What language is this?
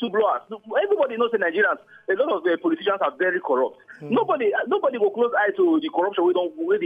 Nigerian Pidgin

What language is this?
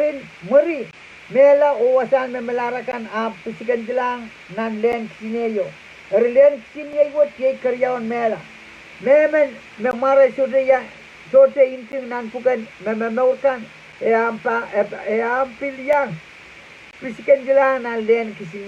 Pohnpeian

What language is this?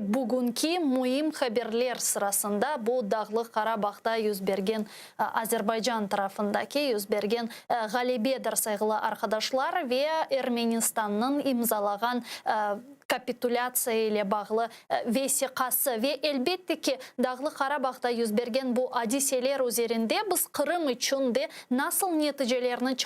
Crimean Tatar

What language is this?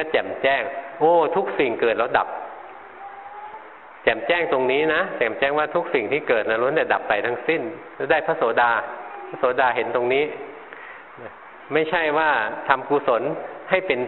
Thai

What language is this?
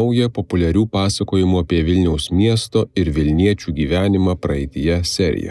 Lithuanian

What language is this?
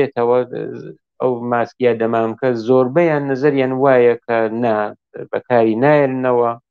Central Kurdish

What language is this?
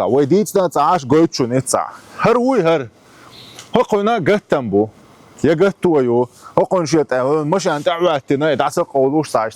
Chechen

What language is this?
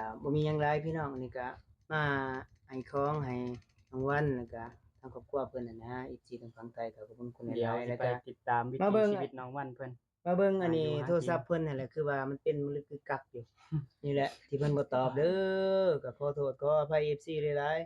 Lao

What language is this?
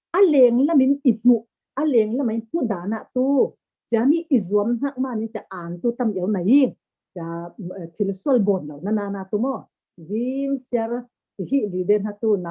Falam Chin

